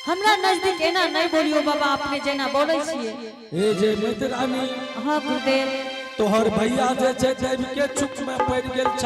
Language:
Angika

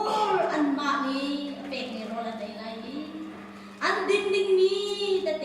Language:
Hakha Chin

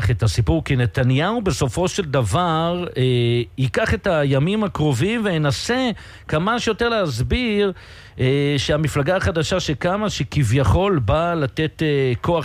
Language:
Hebrew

